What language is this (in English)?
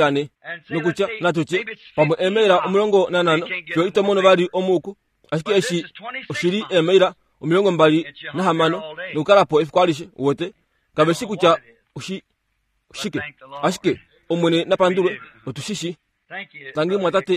Kuanyama